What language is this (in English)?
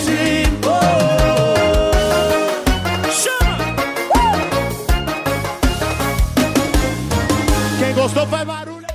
Portuguese